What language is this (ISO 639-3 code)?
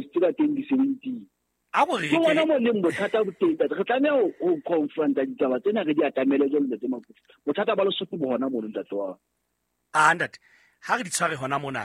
sot